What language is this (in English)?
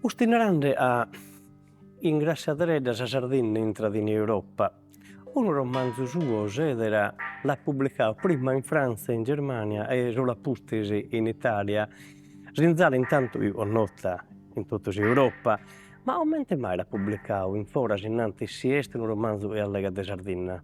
Sardinian